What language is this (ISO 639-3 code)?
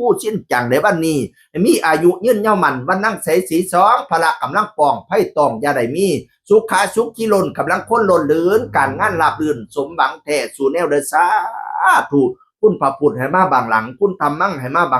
tts